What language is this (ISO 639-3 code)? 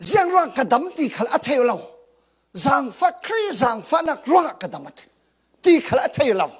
cfm